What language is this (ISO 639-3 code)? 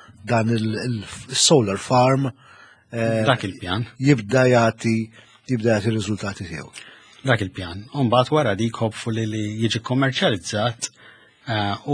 mlt